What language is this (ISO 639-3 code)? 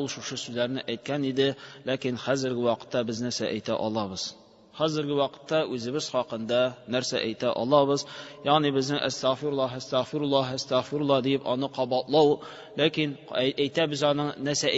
tat